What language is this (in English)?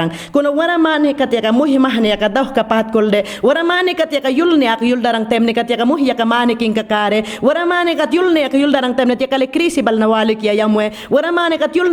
Mayangna